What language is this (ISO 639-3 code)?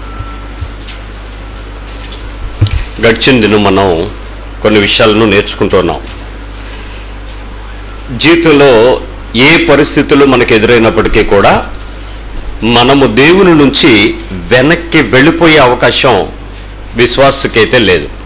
tel